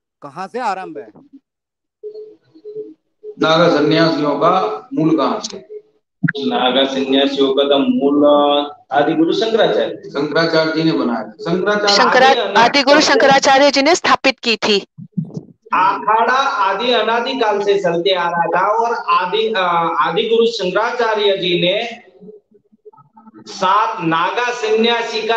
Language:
Hindi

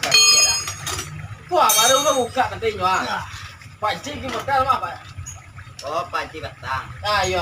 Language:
Minangkabau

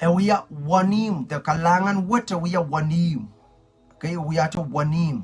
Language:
Pohnpeian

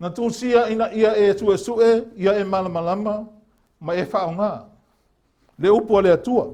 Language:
Samoan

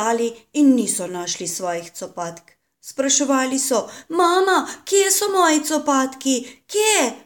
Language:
Slovenian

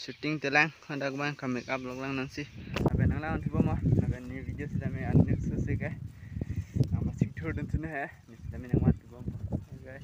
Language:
Karbi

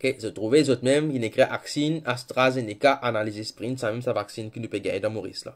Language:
Morisyen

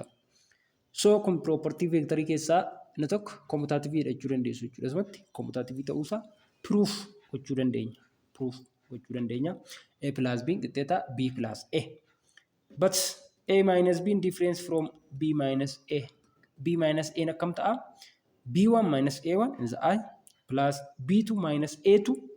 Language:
Oromo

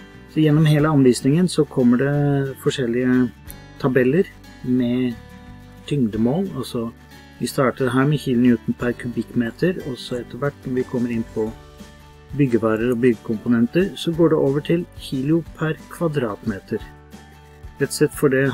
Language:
Norwegian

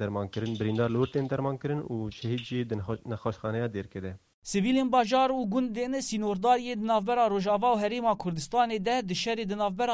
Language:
Kurdish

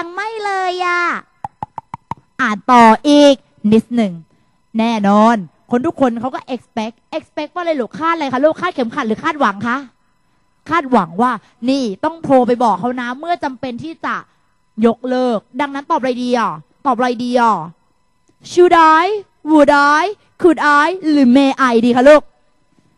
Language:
Thai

